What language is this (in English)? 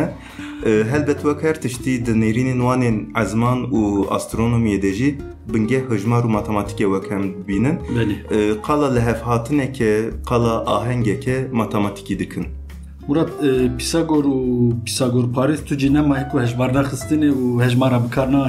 Kurdish